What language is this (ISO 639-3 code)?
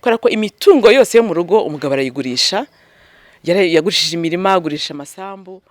kin